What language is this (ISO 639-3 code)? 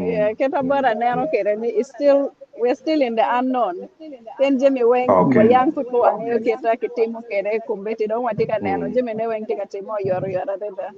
ach